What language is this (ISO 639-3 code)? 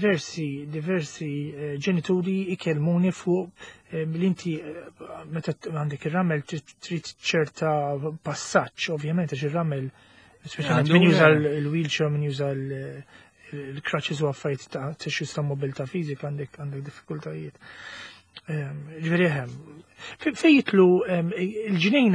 mlt